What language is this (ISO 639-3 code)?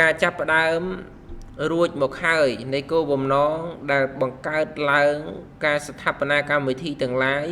khm